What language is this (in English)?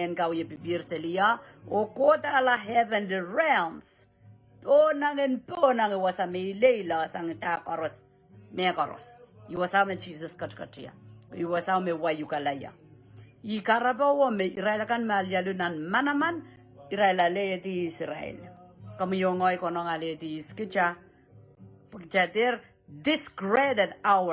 Pohnpeian